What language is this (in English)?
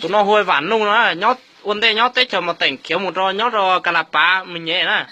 Hmong